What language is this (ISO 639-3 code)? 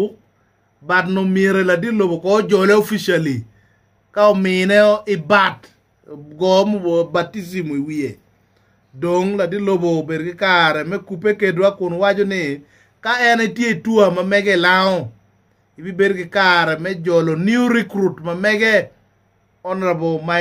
ach